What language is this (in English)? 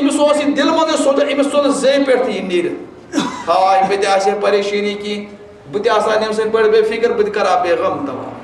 Kashmiri